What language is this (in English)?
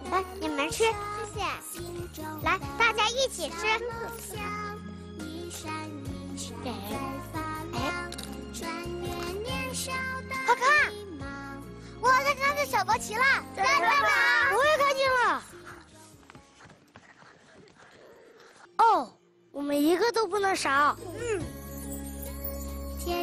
Chinese